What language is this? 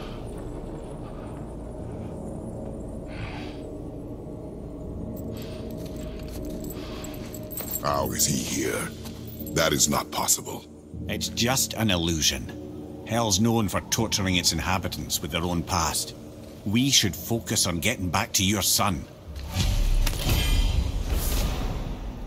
English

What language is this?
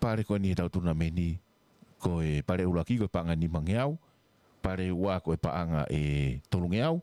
Tongan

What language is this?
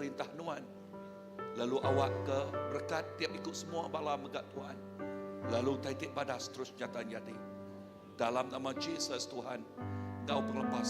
Iban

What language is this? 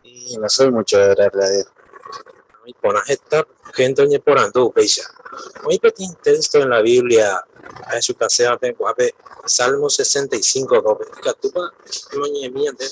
Guarani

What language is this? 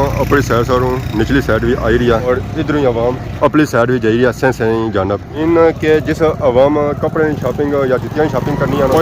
Pahari-Potwari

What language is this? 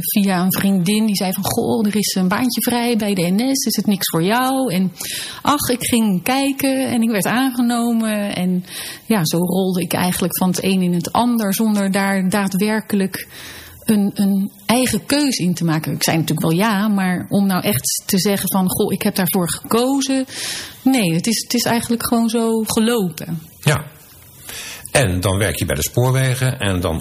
Dutch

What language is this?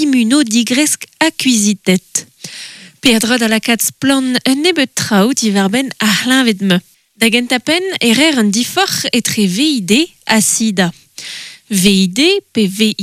Breton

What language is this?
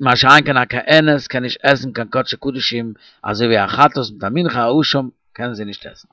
Yiddish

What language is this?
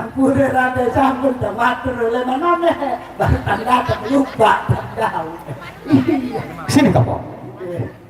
Sasak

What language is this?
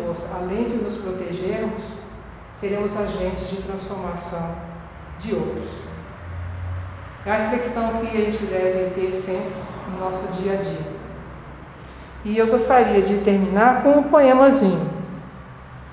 Portuguese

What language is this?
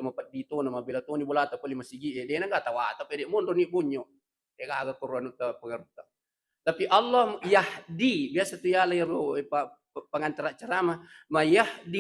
Buginese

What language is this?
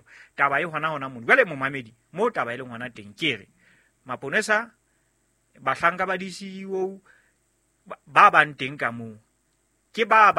Southern Sotho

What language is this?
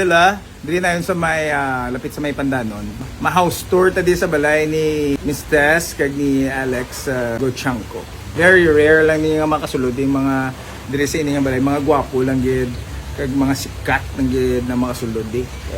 Hiligaynon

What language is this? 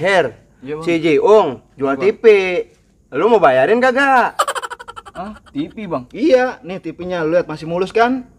Betawi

